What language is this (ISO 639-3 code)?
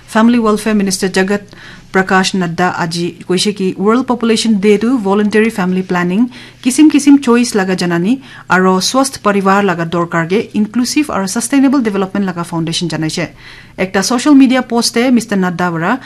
nag